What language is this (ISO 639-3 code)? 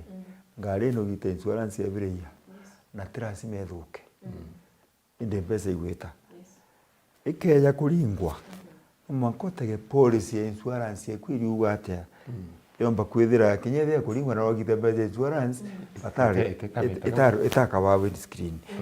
mer